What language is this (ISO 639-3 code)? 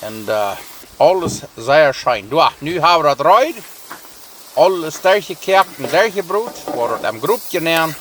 pdt